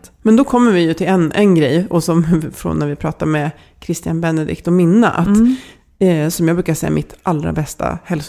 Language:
Swedish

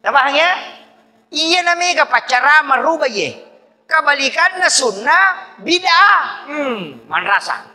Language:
Buginese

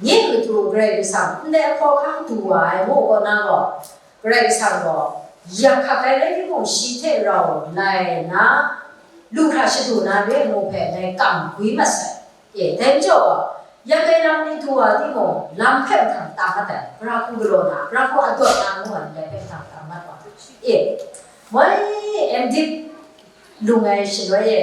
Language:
Kachin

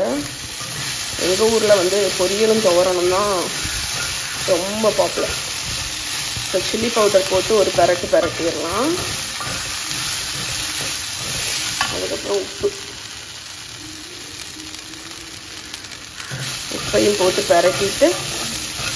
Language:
Tamil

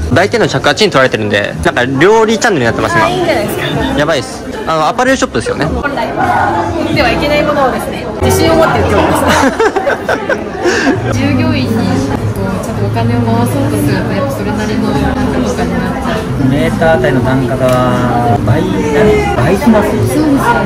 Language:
Japanese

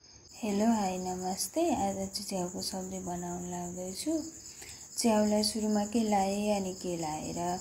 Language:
Nepali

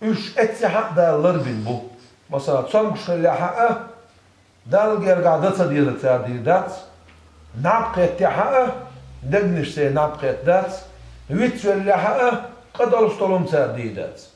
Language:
Chechen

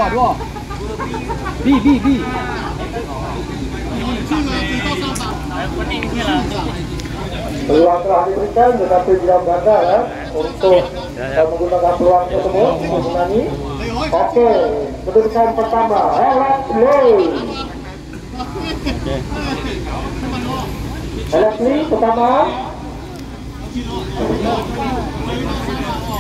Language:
Malay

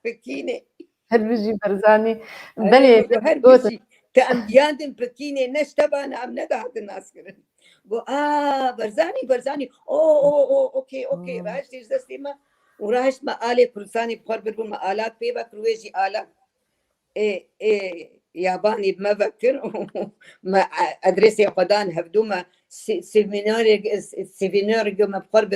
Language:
Kurdish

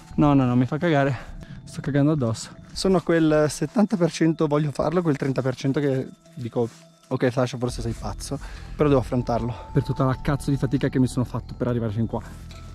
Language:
Italian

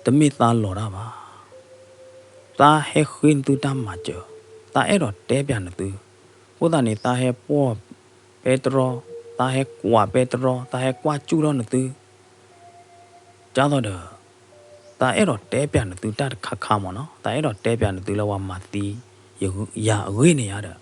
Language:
S'gaw Karen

